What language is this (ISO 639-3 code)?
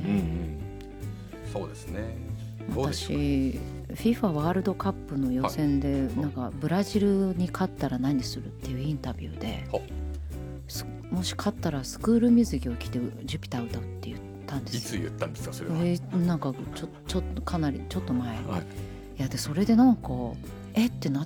jpn